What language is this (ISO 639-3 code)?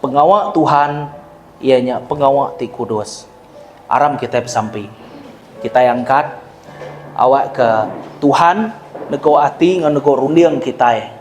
iba